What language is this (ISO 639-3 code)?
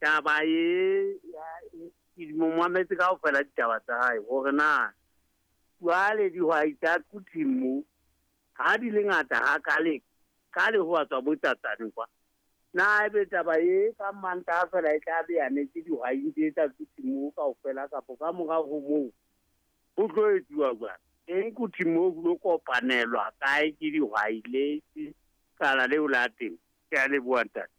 sot